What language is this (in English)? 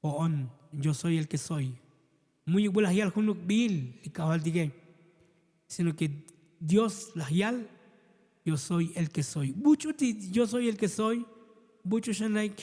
Tzotzil